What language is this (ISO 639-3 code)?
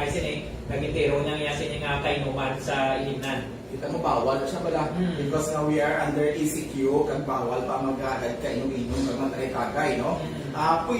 hil